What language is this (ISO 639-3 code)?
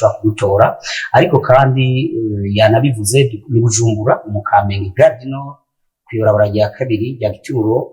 run